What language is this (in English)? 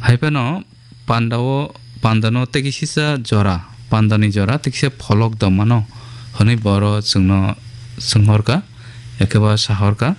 Kok Borok